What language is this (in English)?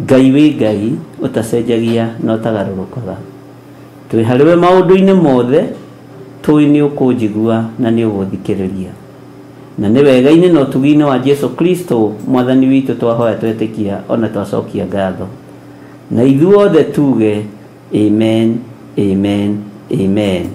Kikuyu